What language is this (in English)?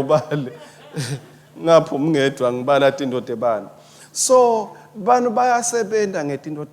Swati